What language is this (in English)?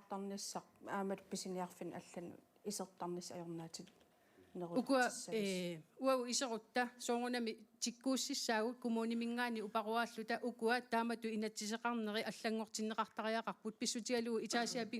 Kalaallisut